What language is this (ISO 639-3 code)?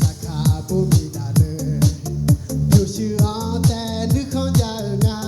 ahk